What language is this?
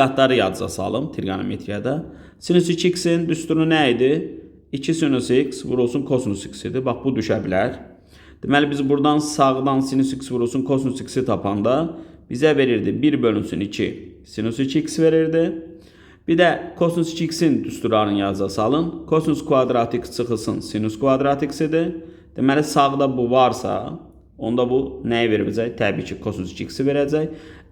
Azerbaijani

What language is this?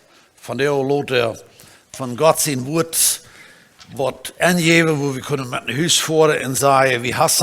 Plautdietsch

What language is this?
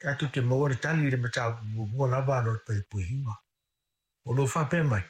Samoan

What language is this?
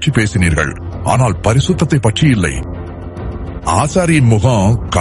Tamil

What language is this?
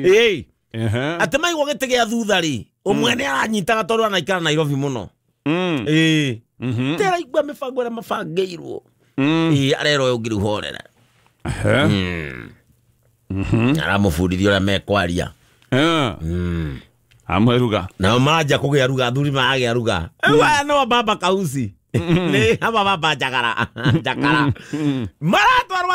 Kikuyu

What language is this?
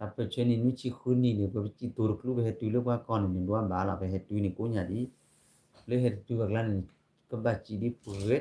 S'gaw Karen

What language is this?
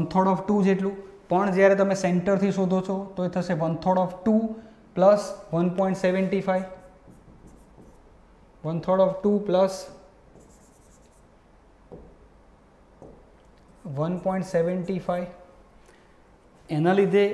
Gujarati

